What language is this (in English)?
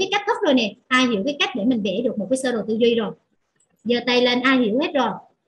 Vietnamese